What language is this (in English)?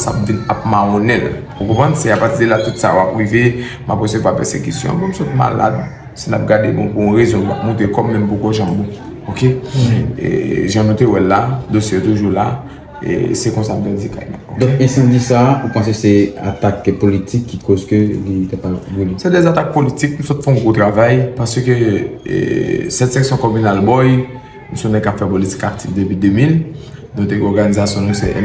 Haitian Creole